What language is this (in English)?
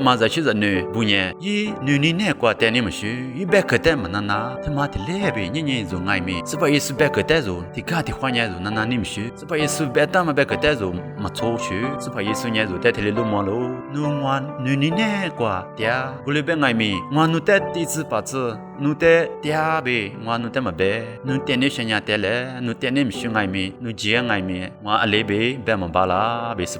Lisu